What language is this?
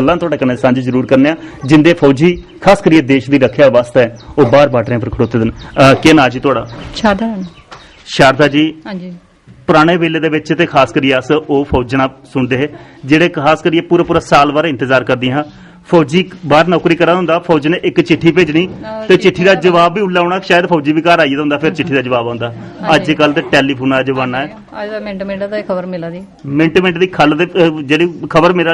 Dogri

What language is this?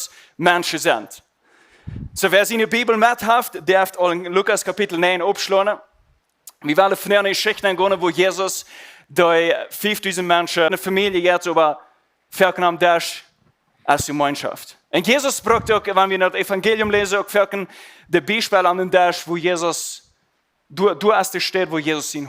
Plautdietsch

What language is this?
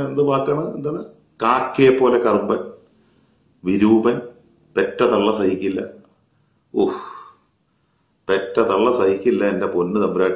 Malayalam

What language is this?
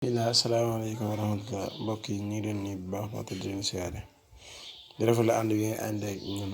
Wolof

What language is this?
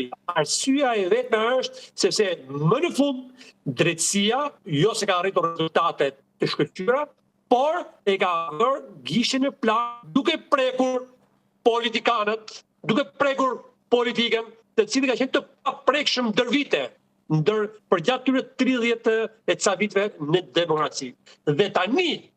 Albanian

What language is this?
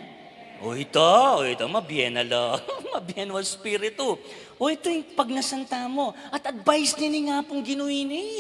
Pampanga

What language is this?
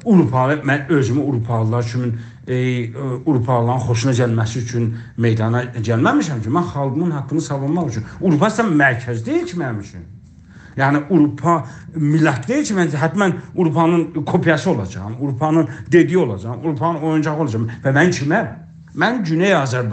South Azerbaijani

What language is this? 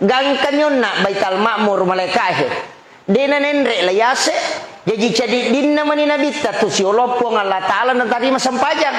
Buginese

